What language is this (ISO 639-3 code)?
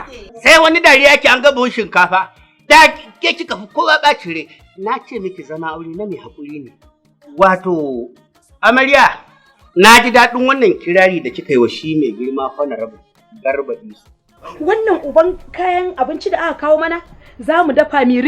hau